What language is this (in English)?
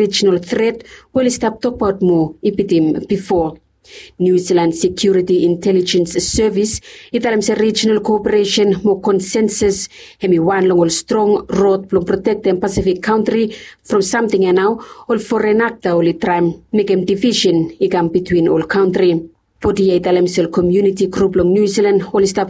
Bislama